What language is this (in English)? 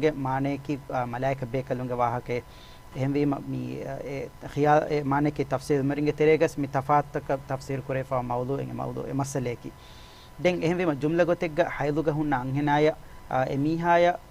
Divehi